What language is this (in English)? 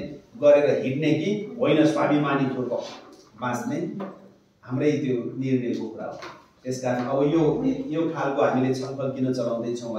Nepali